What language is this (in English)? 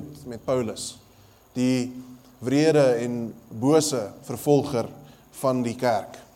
Afrikaans